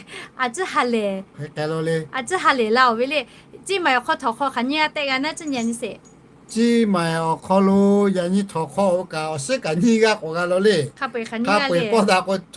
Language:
Lahu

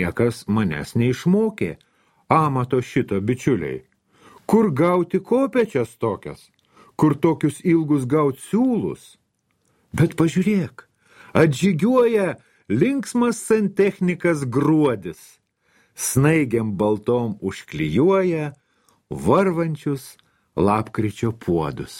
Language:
Lithuanian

